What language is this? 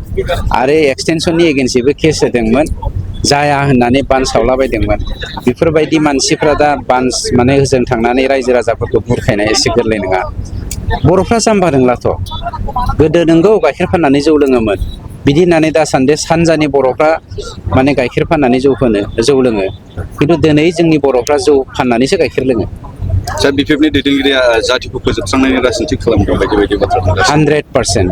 Bodo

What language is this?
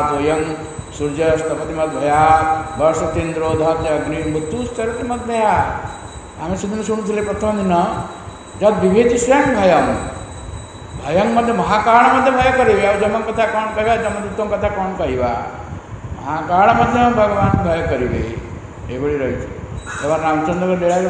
Odia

